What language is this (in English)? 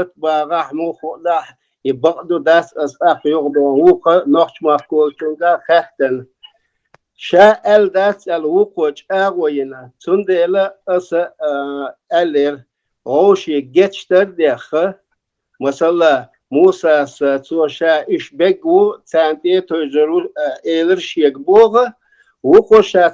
Chechen